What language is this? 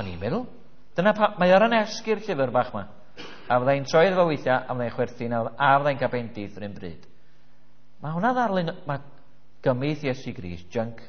Welsh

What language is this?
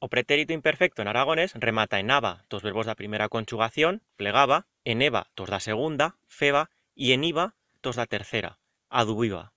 Aragonese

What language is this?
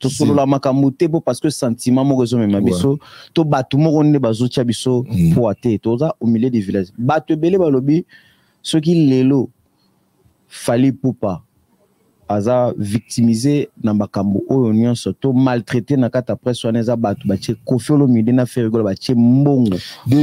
Lingala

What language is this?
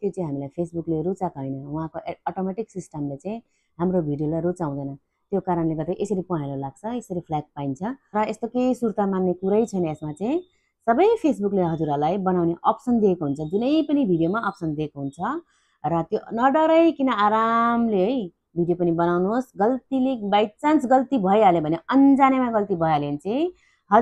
Nepali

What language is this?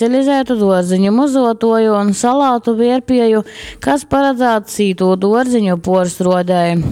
Latgalian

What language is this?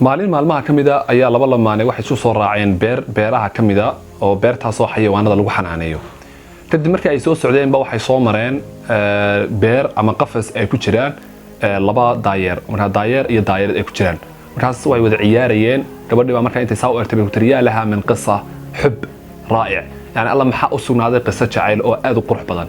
Somali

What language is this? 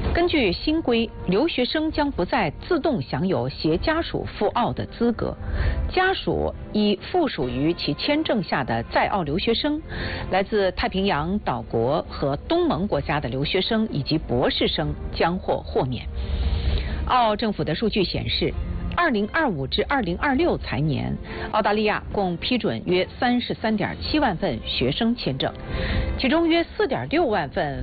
Chinese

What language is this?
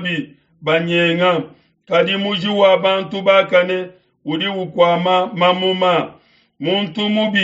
Luba-Lulua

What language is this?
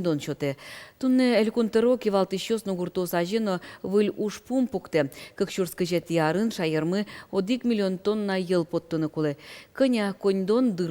Udmurt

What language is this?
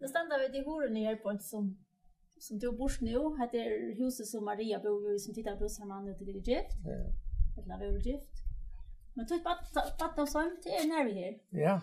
Faroese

